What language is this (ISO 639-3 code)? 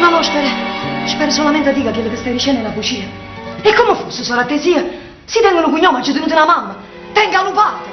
nap